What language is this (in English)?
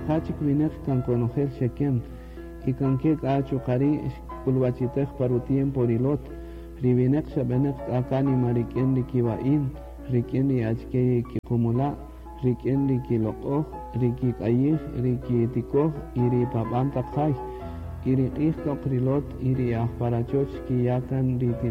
Kaqchikel